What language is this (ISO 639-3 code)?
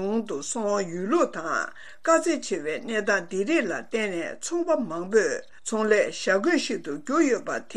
bod